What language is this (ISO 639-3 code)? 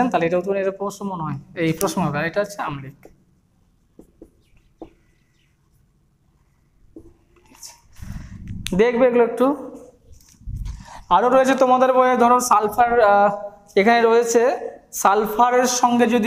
ben